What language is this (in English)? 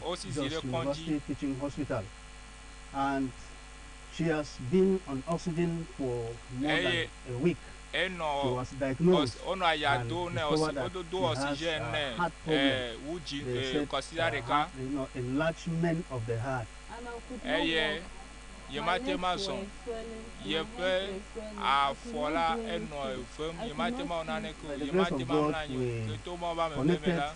Ewe